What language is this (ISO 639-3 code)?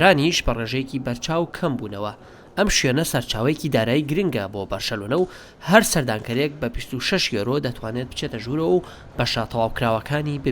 ckb